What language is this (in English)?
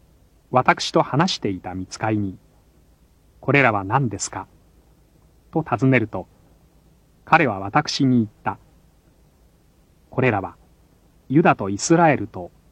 Japanese